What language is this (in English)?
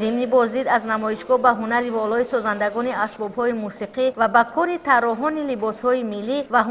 Tajik